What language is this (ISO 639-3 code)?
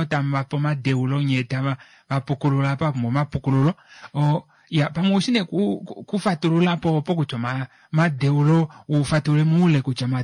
kua